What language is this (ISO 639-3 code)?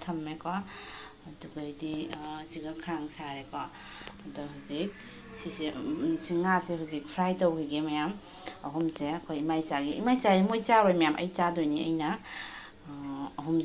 mni